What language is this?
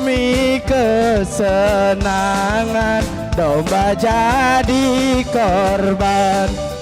Musi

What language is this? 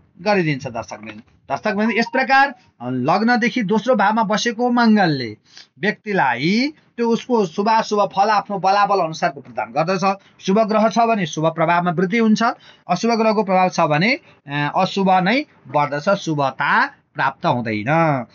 Nepali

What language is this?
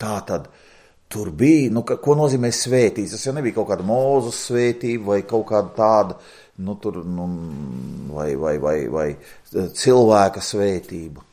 Latvian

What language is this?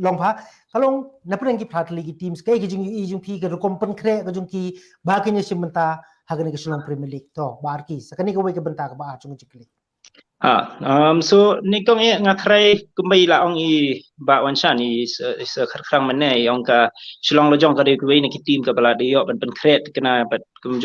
Khasi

